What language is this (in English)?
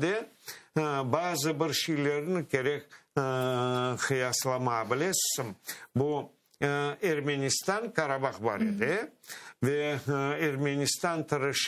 Crimean Tatar